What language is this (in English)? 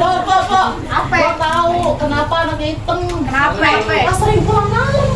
Betawi